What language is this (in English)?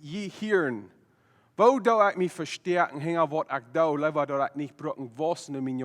Plautdietsch